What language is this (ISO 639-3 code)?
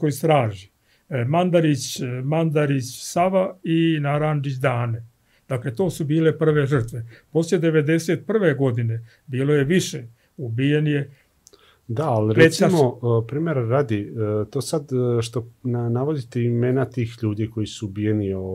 srp